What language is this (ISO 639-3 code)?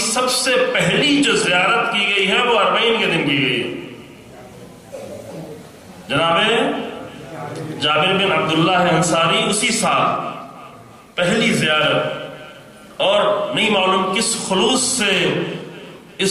urd